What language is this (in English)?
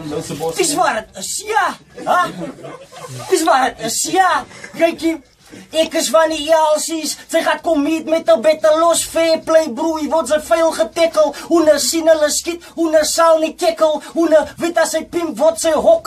Afrikaans